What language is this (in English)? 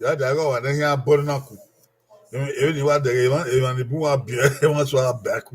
Bini